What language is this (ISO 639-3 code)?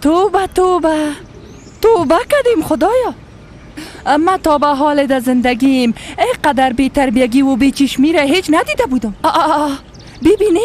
fas